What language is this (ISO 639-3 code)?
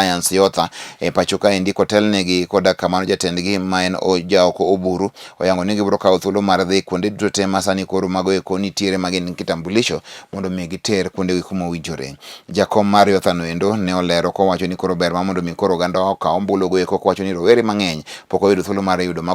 luo